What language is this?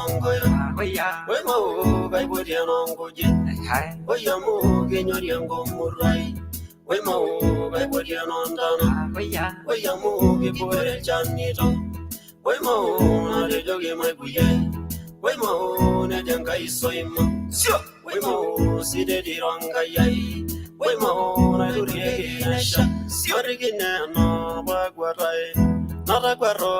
Masai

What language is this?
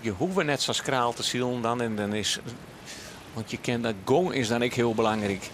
Western Frisian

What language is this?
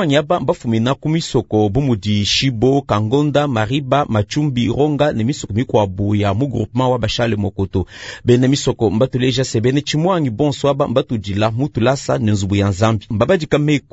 Luba-Lulua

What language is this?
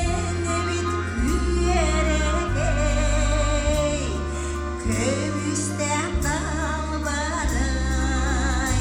Yakut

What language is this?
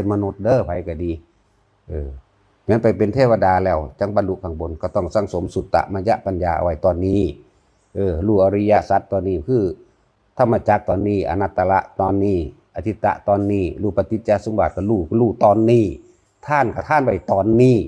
Northeastern Thai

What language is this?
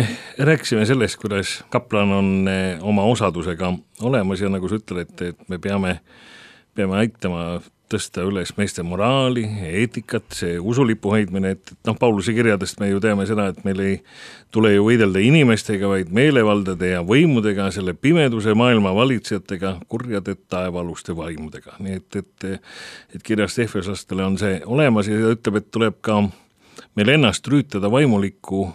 Estonian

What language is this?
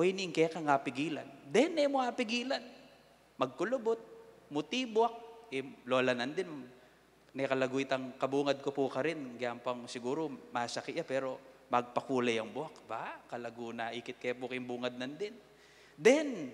Pampanga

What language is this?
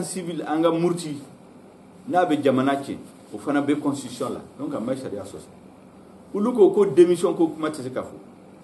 Bambara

